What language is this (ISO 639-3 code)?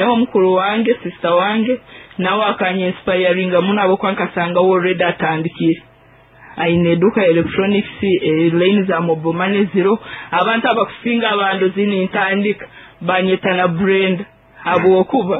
nyo